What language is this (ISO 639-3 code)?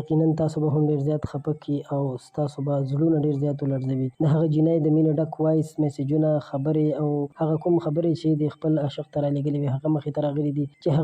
pus